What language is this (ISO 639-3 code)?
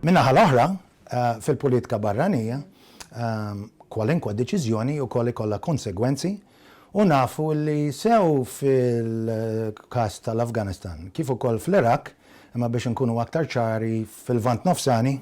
mlt